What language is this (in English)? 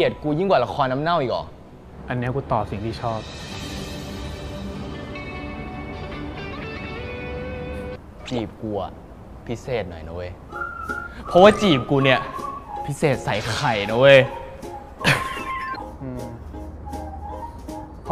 Thai